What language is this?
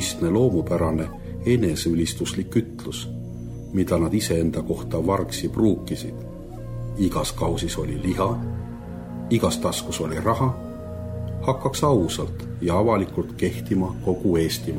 Estonian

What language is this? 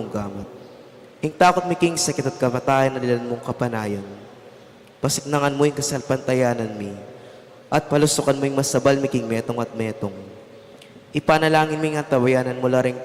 Pampanga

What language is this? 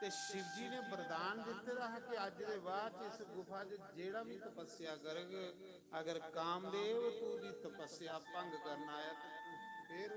Dogri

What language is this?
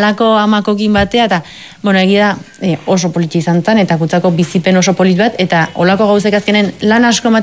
Basque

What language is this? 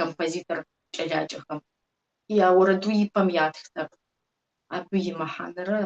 Kabardian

